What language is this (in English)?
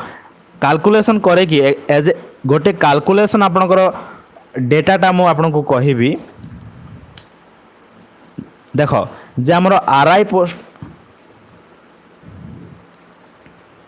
Odia